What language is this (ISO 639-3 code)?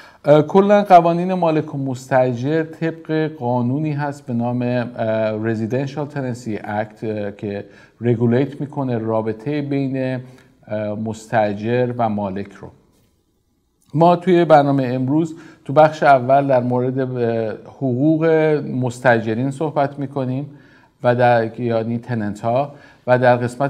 fas